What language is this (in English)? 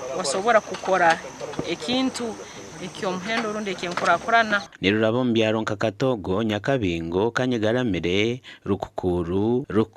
Nyankole